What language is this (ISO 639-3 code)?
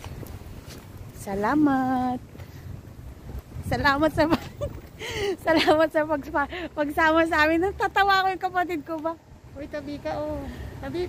fil